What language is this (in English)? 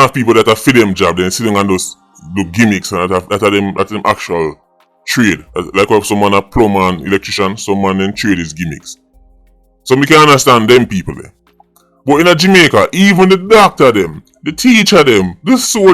Jamaican Creole English